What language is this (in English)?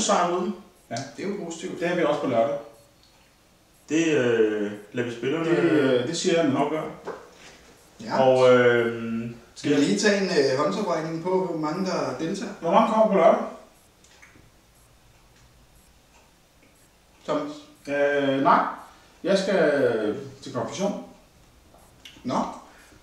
Danish